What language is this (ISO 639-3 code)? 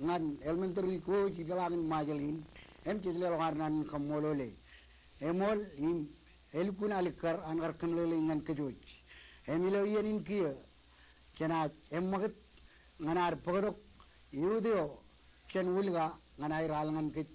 mah